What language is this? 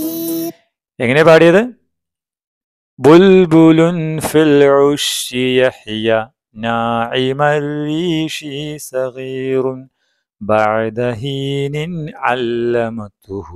Malayalam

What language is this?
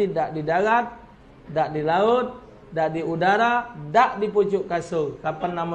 Musi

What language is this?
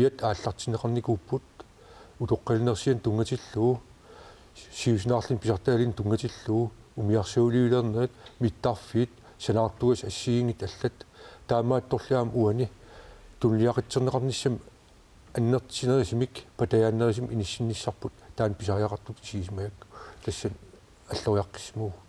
Kalaallisut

